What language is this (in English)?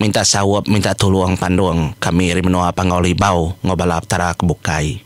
Iban